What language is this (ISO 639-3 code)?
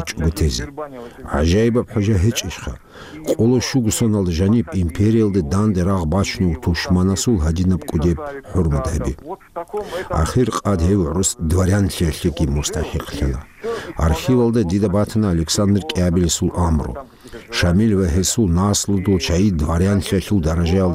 ava